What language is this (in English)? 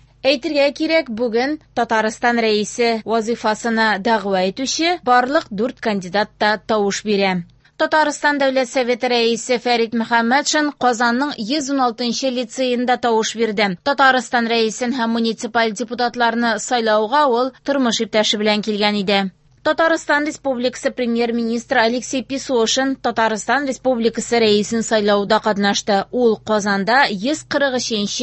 Tatar